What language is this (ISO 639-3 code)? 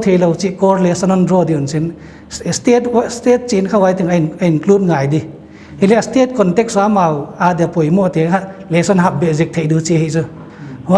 pck